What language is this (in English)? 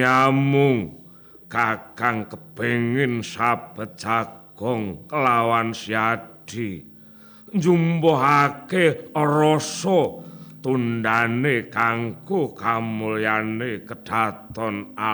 Javanese